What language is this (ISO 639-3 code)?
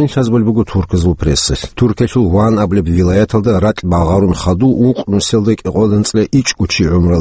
ava